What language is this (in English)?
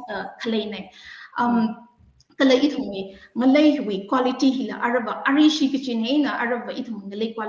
Tangkhul Naga (India)